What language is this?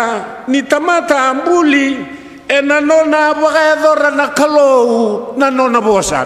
Fijian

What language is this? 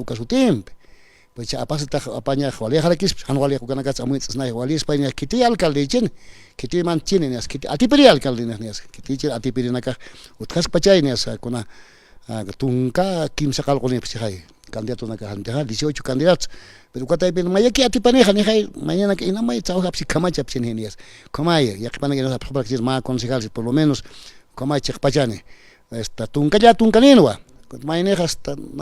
Aymara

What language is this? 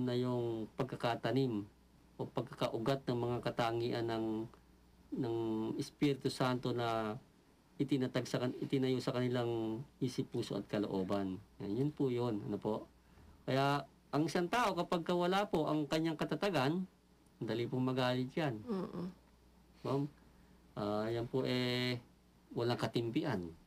Filipino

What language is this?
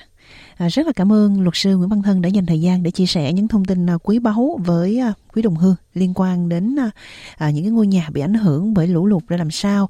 Vietnamese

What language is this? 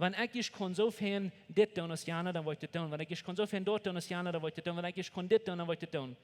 Plautdietsch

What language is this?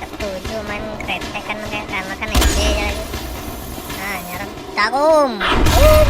Banjar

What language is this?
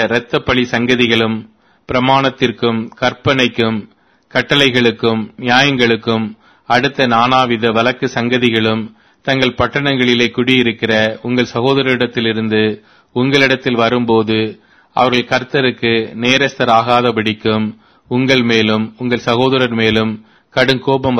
Tamil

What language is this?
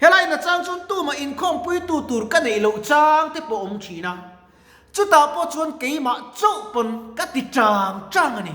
Mizo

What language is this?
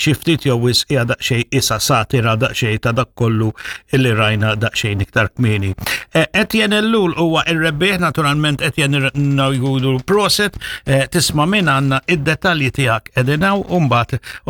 Maltese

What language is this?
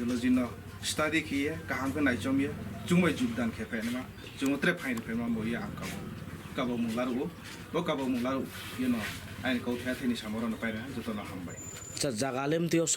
Riang (India)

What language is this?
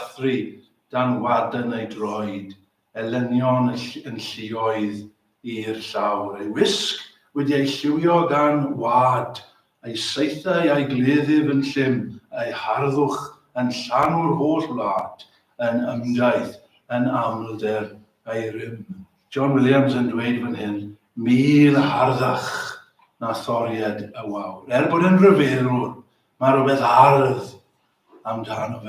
Welsh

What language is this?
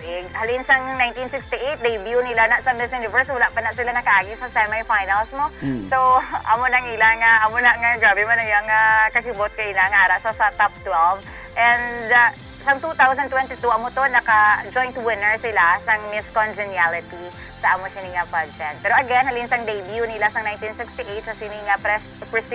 Hiligaynon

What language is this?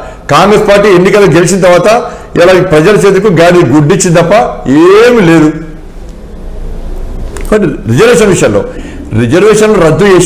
Telugu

